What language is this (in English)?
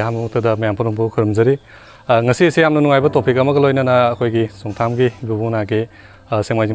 Manipuri